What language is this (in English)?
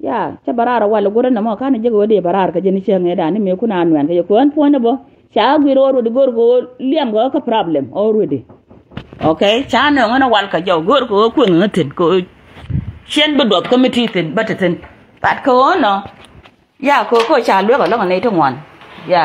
Nuer